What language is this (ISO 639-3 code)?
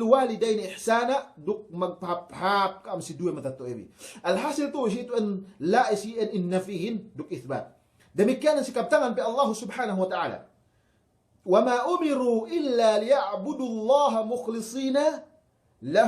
yka